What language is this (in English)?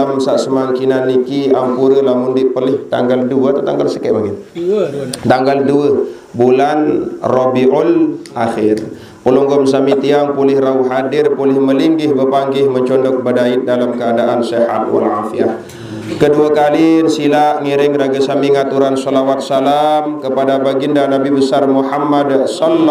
Sasak